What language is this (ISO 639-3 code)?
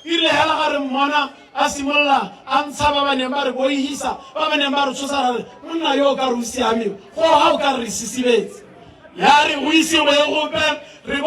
tsn